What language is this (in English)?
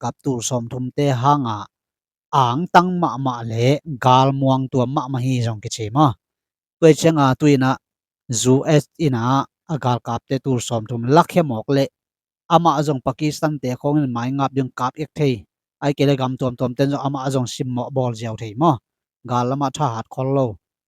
Tedim Chin